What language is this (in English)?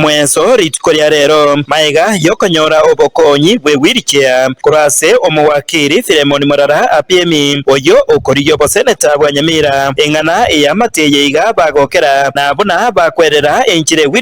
Gusii